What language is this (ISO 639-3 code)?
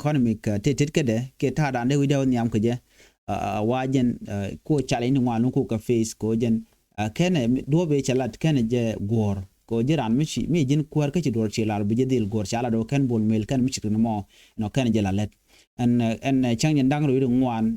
nus